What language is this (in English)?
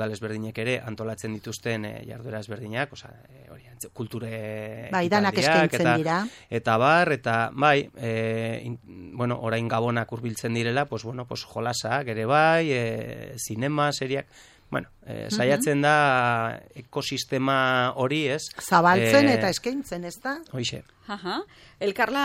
Basque